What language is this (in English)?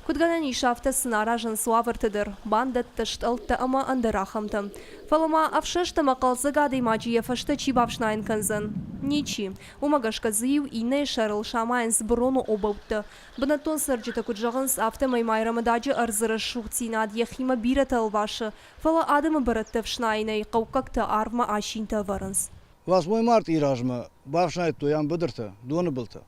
Ossetic